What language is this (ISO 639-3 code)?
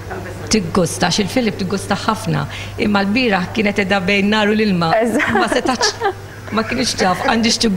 mlt